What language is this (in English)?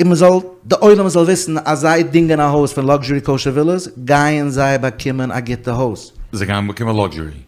Yiddish